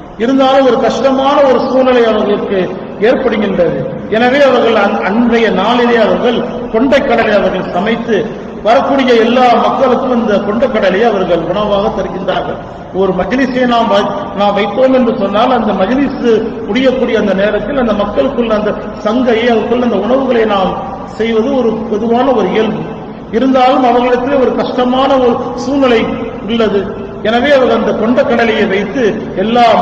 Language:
Tamil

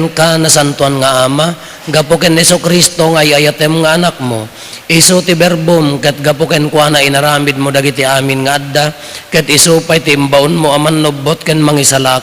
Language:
Iloko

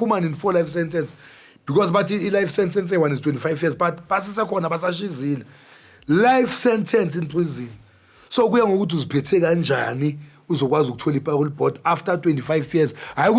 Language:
Zulu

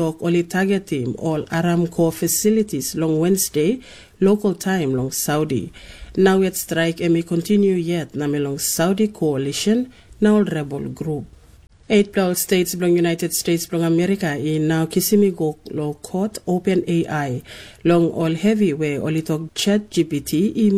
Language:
Tok Pisin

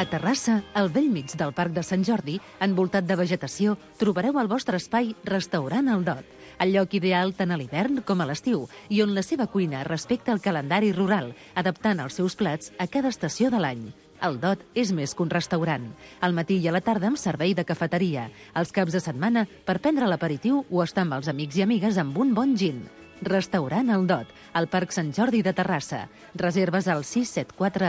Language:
Catalan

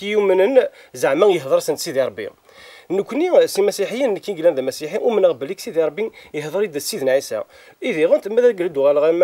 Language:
Kabyle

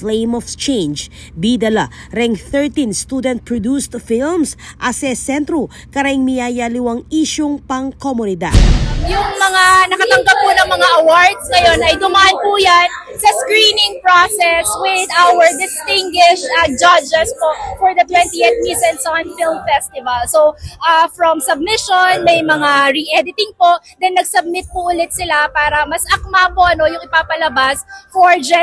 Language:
Pampanga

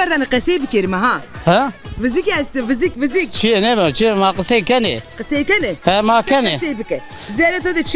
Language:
Zaza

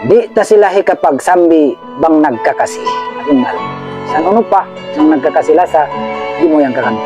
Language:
Tausug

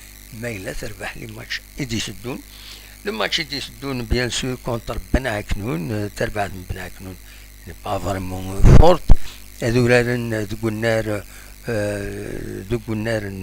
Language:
Kabyle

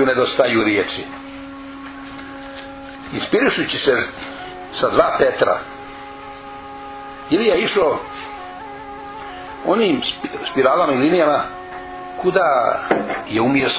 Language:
Bosnian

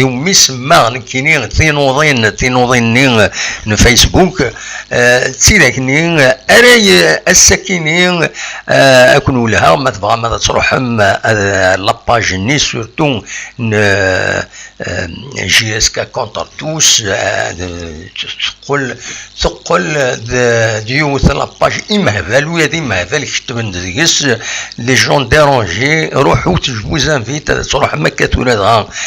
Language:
Kabyle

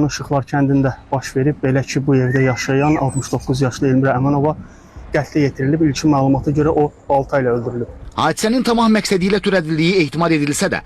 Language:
Azerbaijani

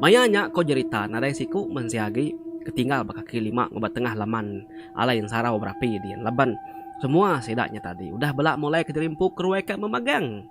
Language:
Iban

